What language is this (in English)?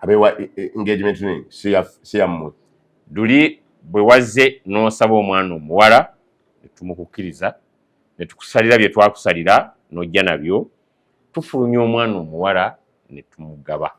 Ganda